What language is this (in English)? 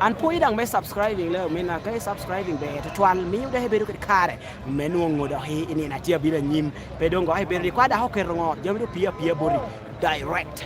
Lango (Uganda)